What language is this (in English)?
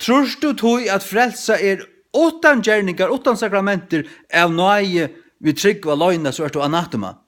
Faroese